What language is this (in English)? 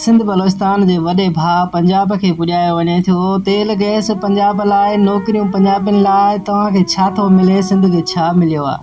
Sindhi